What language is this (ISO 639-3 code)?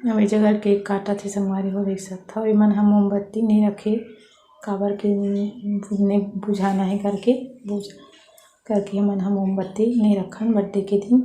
hne